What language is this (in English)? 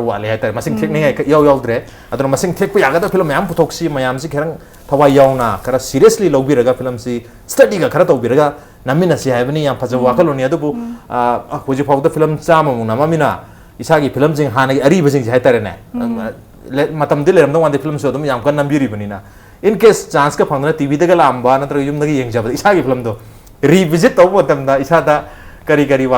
Manipuri